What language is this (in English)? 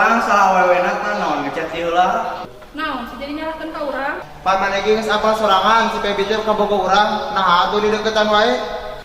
Sundanese